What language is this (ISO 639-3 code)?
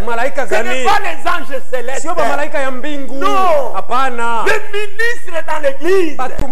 swa